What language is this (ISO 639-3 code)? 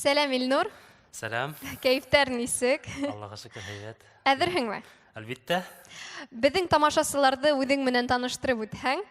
bak